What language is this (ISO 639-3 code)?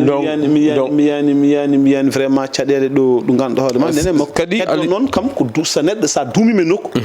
ful